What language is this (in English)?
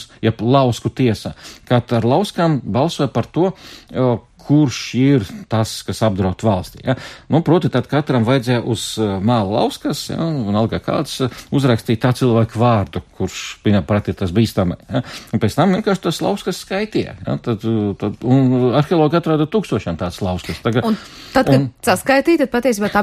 Latvian